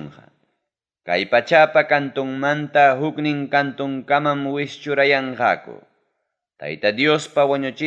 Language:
Ayacucho Quechua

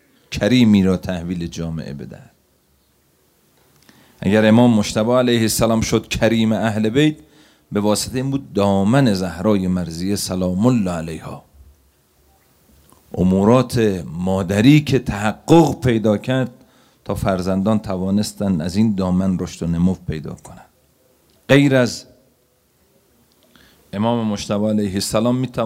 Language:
Persian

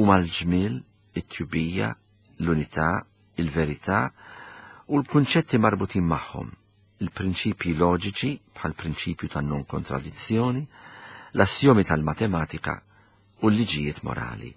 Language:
Maltese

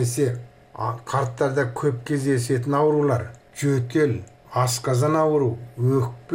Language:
Kazakh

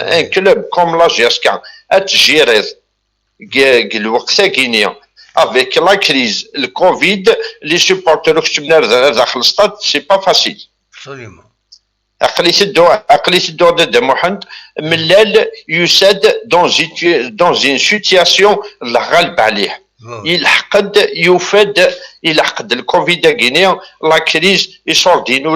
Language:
Kabyle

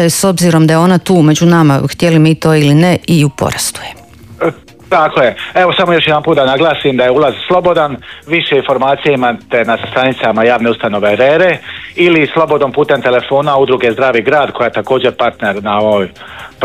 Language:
Croatian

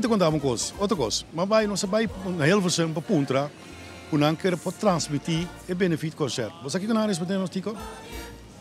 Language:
Papiamento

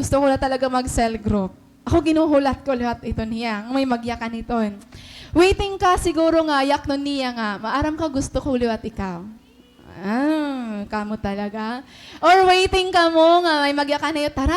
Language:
Waray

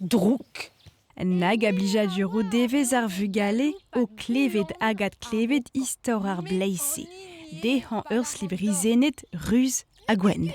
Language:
Breton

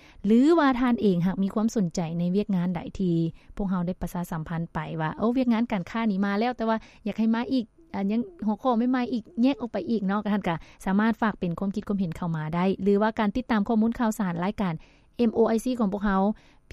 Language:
Lao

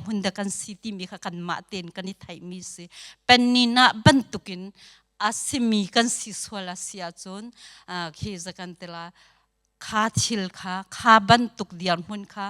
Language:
Hakha Chin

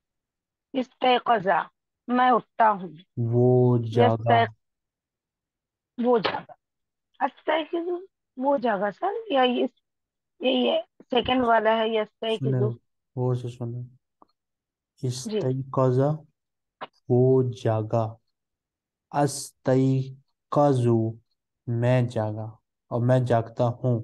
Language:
Urdu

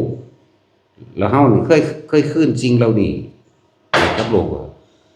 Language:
Northeastern Thai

